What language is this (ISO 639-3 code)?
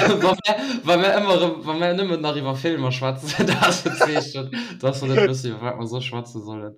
ltz